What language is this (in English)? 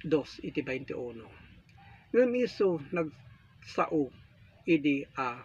Iloko